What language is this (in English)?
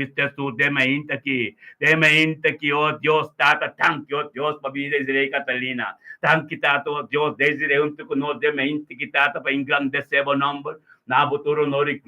Papiamento